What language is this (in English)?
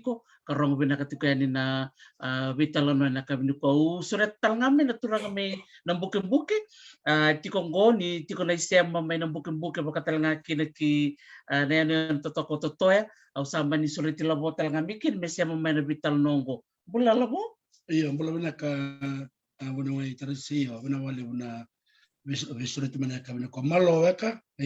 Fijian